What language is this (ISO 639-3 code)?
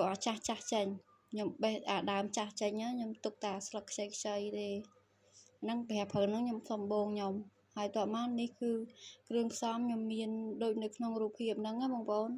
khm